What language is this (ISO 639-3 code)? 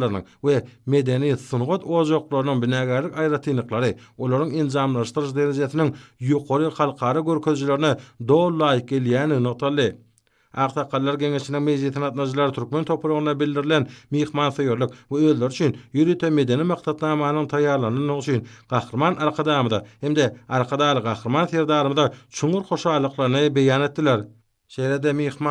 tuk